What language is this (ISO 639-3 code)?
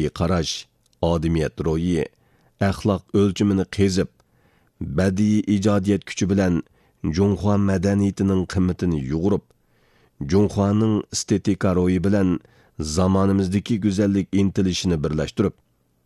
uig